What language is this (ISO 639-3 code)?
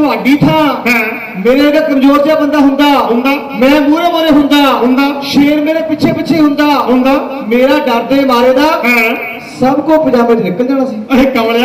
pan